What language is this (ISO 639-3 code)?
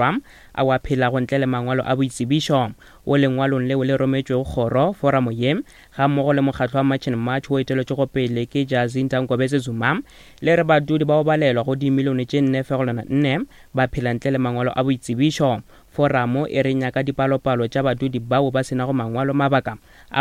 nso